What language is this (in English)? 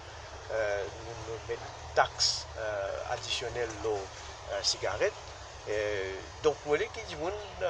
Morisyen